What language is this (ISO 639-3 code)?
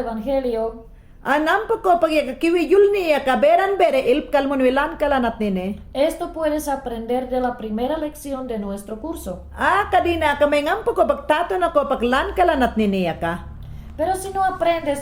yan